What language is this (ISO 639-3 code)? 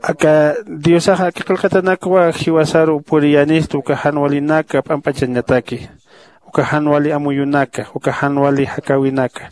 aym